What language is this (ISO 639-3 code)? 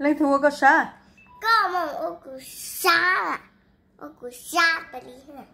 hmn